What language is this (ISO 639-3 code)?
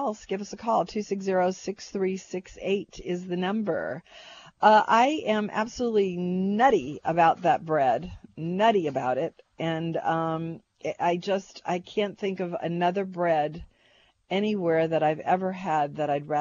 eng